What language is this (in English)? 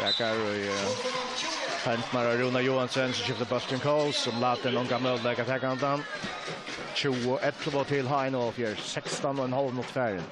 Faroese